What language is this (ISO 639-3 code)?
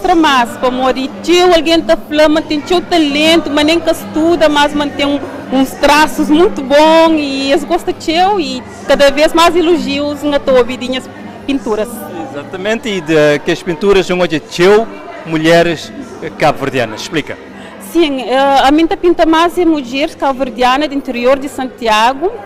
kea